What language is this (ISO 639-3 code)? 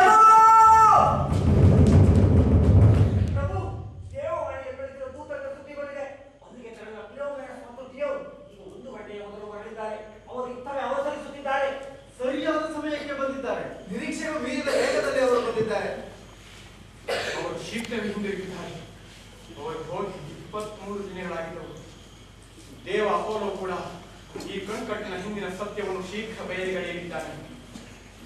kan